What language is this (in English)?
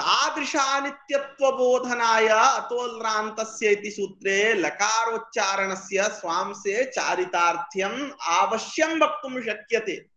Sanskrit